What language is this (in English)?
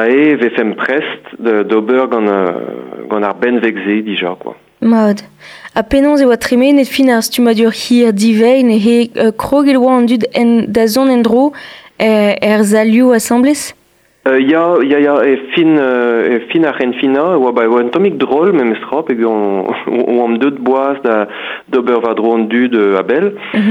Breton